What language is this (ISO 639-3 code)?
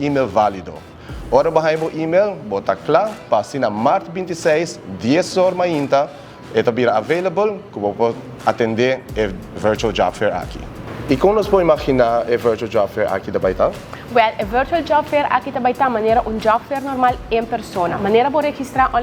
pap